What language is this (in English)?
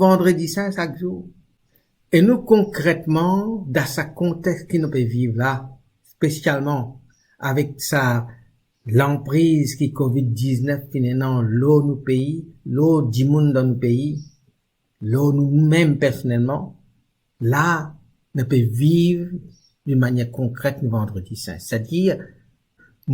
Morisyen